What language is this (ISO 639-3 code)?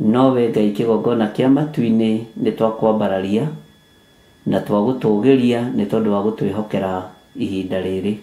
kik